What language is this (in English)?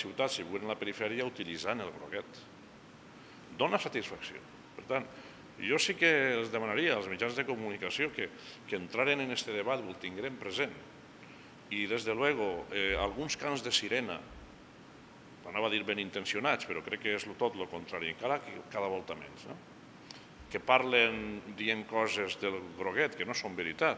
Catalan